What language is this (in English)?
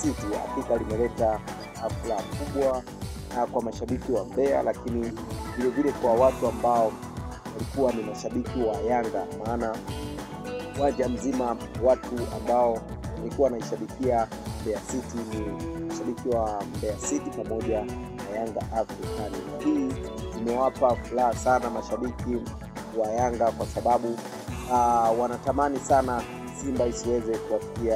Swahili